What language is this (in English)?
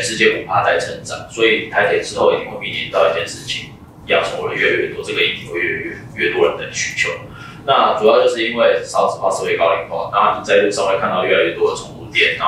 Chinese